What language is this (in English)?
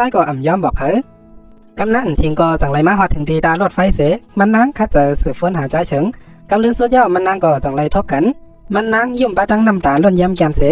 Shan